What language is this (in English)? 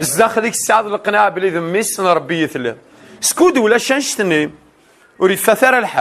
Kabyle